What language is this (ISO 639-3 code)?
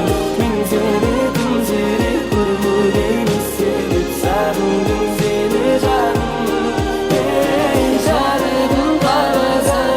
kaa